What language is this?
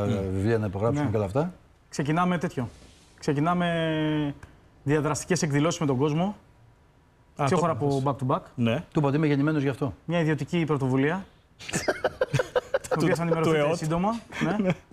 Greek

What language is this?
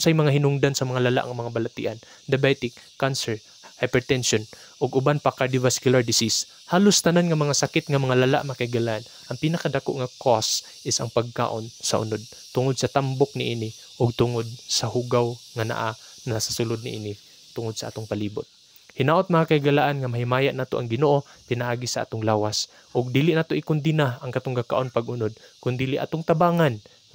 Cebuano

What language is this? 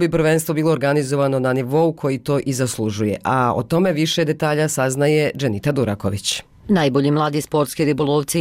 Bosnian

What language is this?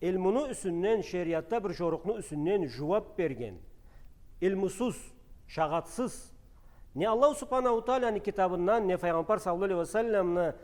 Karachay-Balkar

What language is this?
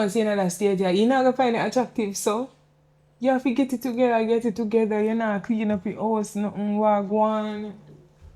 Jamaican Creole English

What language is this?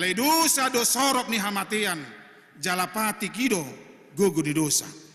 Batak Toba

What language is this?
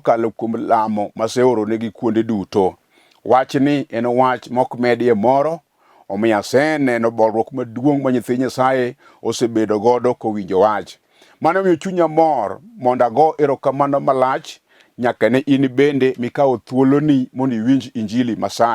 Luo (Kenya and Tanzania)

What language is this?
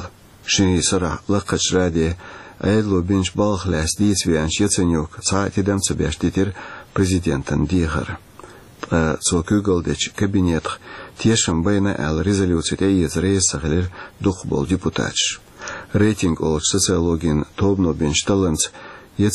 Chechen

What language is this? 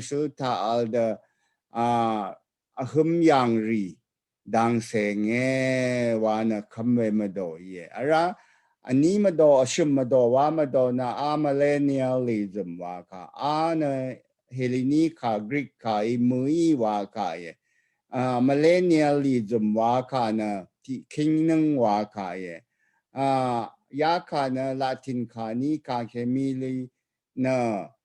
Rawang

